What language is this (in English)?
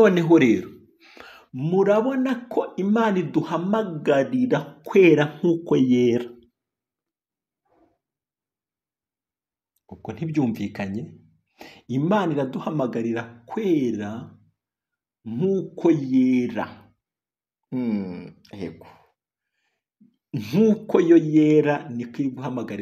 Kinyarwanda